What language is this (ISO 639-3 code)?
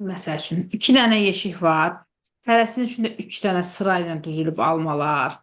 aze